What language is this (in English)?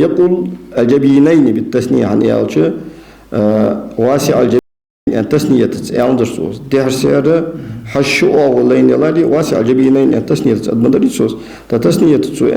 Ingush